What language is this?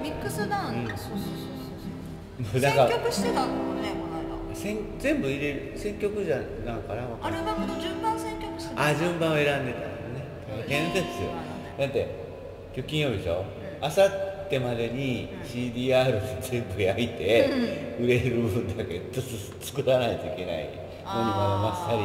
Japanese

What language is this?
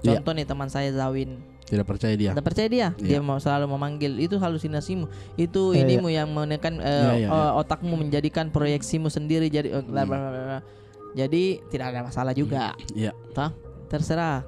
Makassar Malay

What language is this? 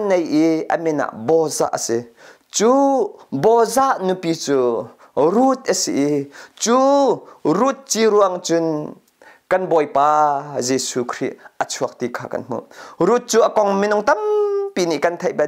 Hakha Chin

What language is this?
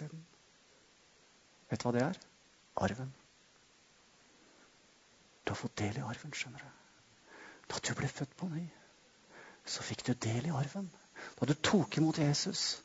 Norwegian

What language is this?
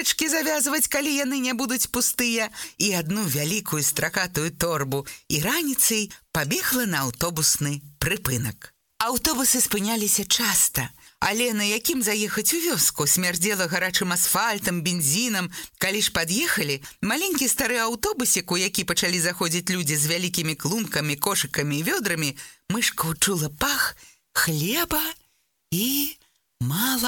Belarusian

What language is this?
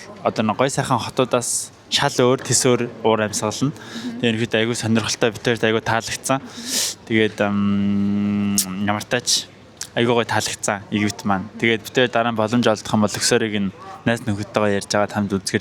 Mongolian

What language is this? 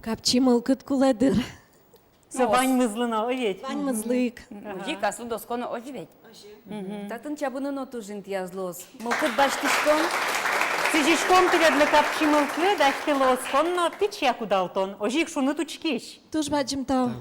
Udmurt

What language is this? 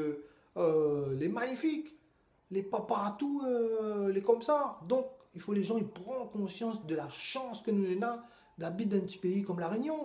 Réunion Creole French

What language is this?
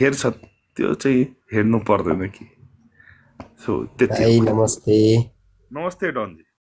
Nepali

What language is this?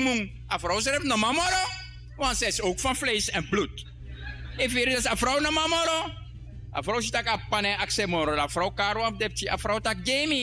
Sranan Tongo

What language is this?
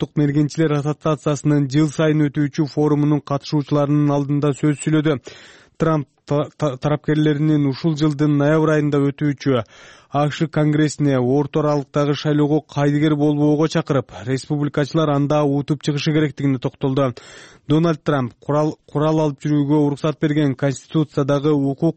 Kyrgyz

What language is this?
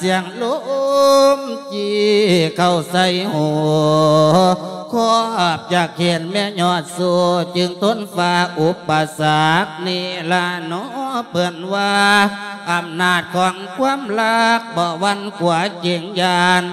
Lao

